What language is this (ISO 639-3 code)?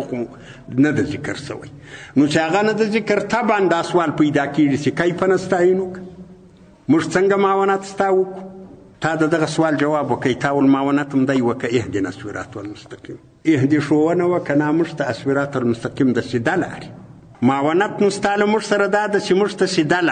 pus